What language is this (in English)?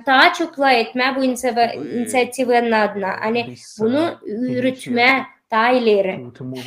Gagauz